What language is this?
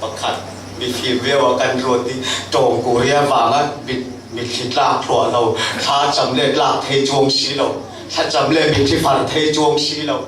Falam Chin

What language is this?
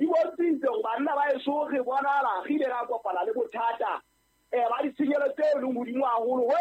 Southern Sotho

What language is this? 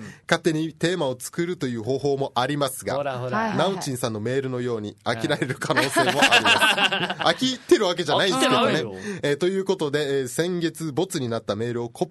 Japanese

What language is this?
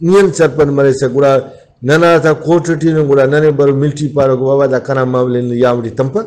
Brahui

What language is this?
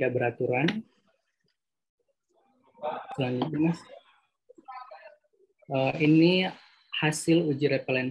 Indonesian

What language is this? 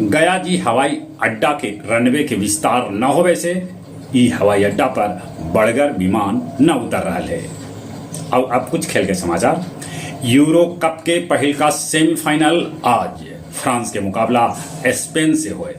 Magahi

